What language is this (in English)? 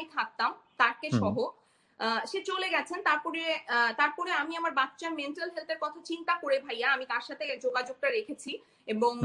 Bangla